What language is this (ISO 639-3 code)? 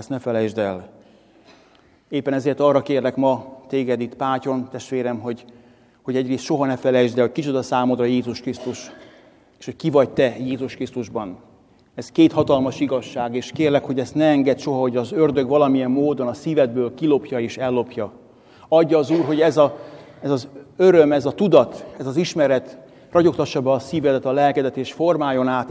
hun